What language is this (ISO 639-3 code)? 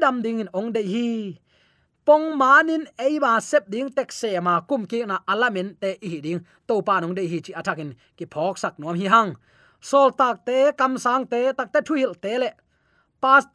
ctd